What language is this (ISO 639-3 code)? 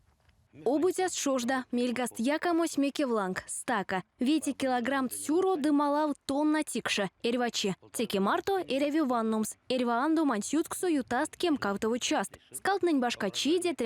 myv